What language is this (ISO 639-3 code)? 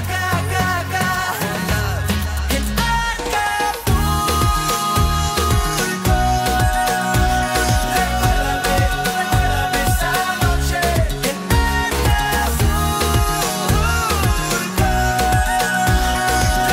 spa